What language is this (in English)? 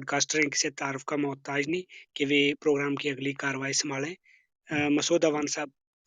Gujari